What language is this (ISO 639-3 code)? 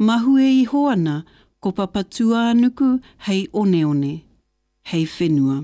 mri